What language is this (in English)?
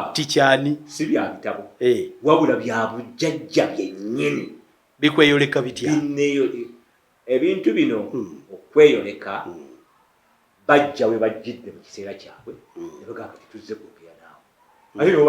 Ganda